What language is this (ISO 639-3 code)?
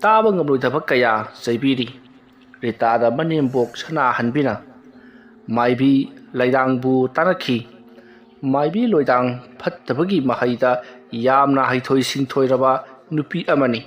mni